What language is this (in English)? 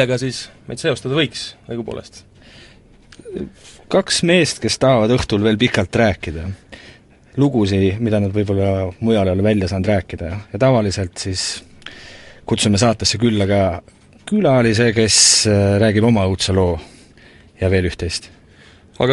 Estonian